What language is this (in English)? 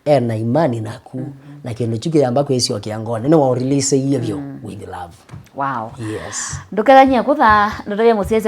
Kamba